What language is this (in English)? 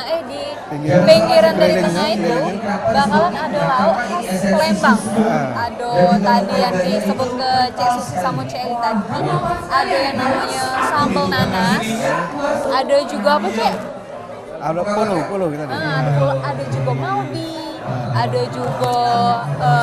Musi